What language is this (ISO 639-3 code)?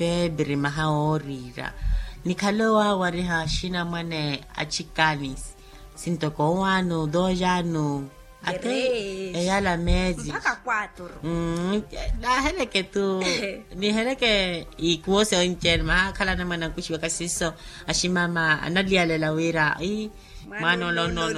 vmw